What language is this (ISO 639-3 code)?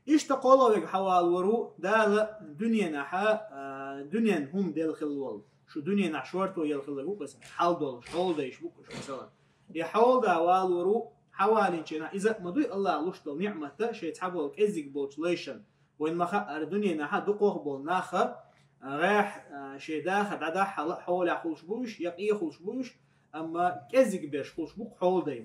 che